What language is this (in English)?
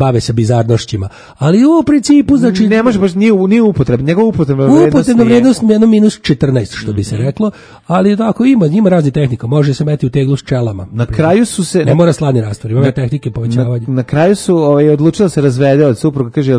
Serbian